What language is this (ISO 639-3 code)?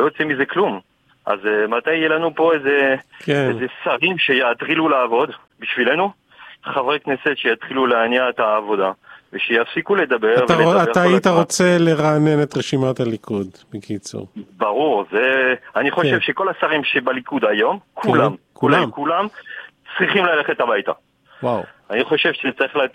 heb